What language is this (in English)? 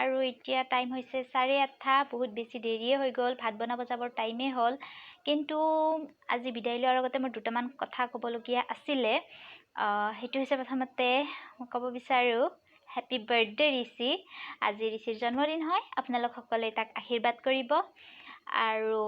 Assamese